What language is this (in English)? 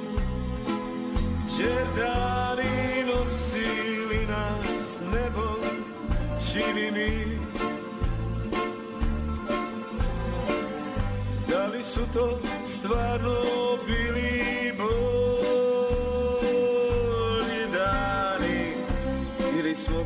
Bosnian